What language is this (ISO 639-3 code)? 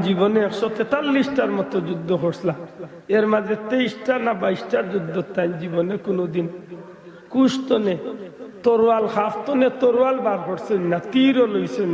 syl